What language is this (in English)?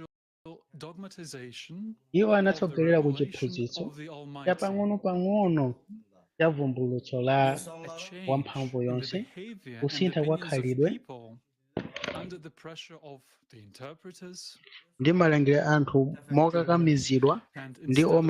Nyanja